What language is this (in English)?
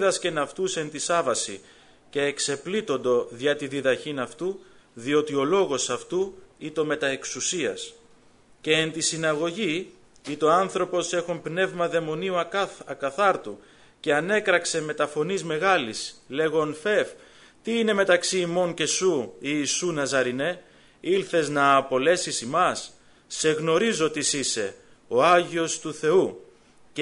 Greek